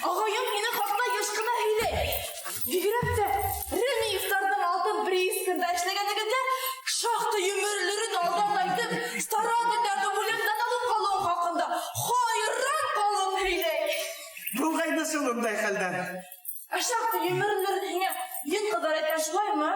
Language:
Bashkir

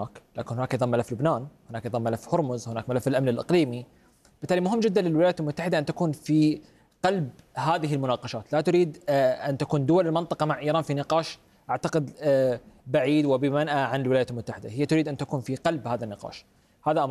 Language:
Arabic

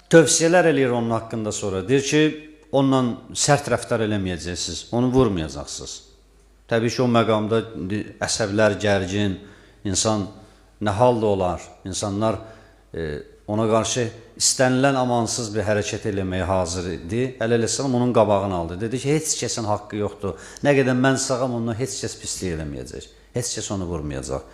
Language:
Azerbaijani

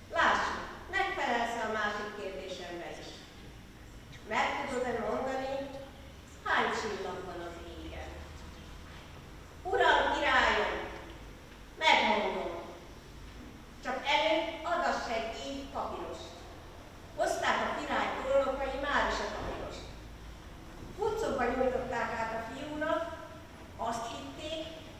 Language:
Hungarian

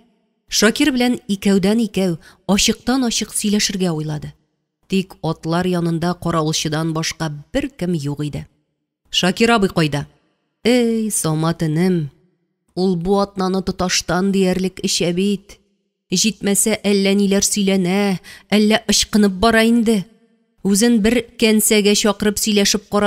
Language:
Tatar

